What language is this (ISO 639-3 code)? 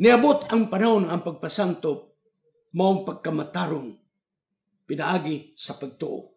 ceb